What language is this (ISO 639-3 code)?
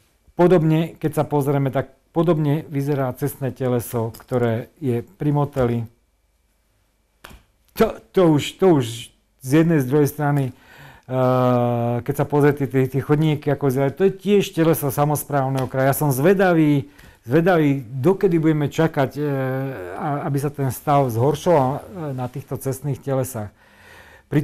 slk